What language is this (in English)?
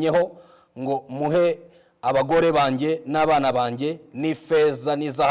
Kinyarwanda